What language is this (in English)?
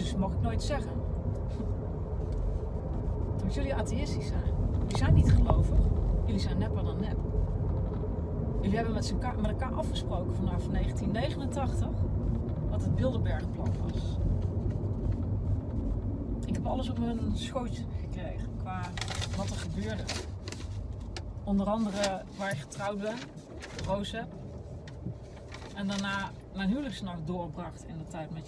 Dutch